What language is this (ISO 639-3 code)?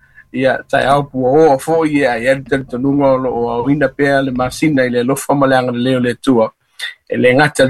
smo